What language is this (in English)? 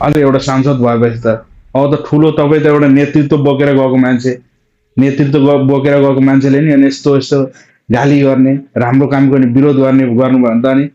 Nepali